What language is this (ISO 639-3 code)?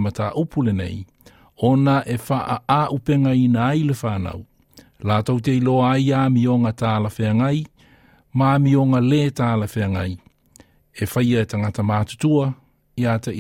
smo